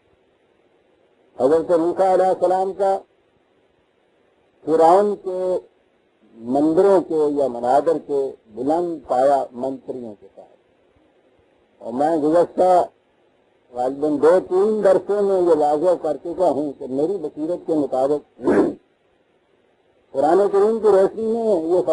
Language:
Urdu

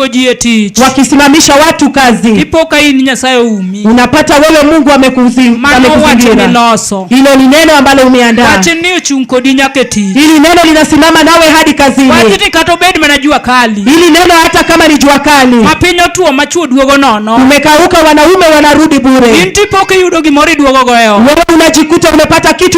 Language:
Luo (Kenya and Tanzania)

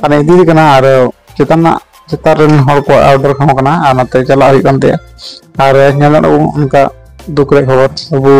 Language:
Santali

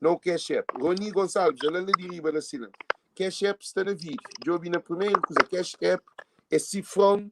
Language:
Kabuverdianu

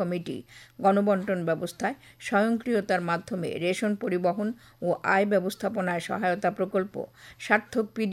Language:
Bangla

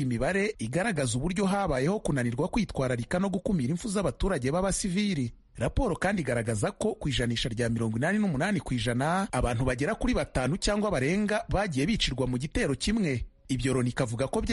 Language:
Kinyarwanda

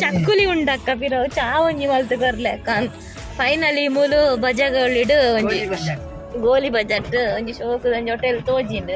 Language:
Tulu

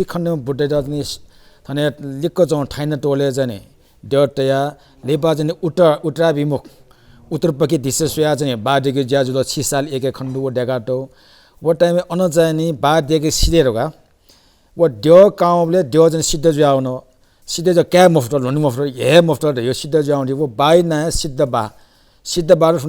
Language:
Newari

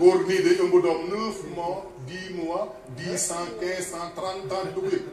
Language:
Wolof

